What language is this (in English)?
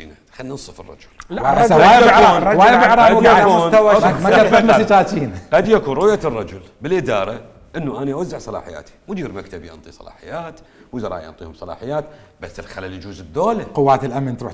Mesopotamian Arabic